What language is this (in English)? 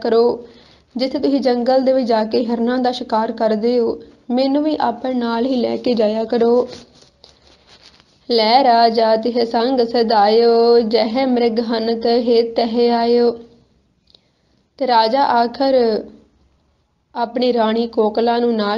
Punjabi